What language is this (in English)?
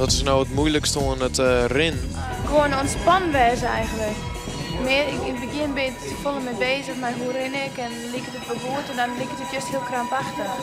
Western Frisian